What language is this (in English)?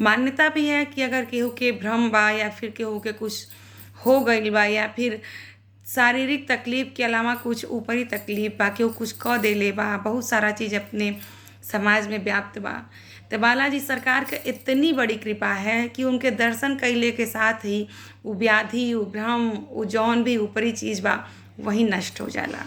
Bhojpuri